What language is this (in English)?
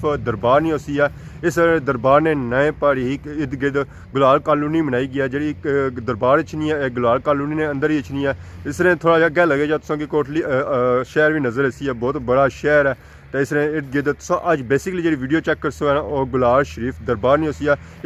Pahari-Potwari